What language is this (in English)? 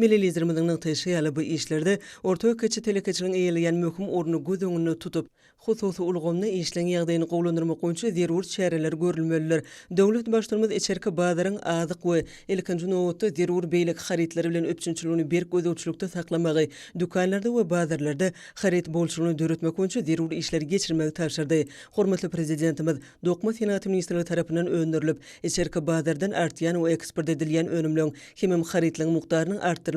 Turkmen